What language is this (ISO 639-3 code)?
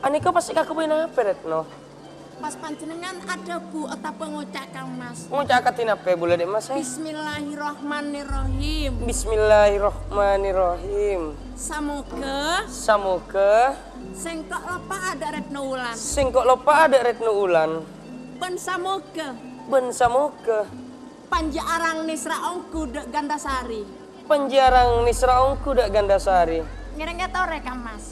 mad